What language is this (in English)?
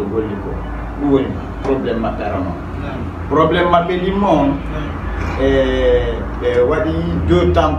Fula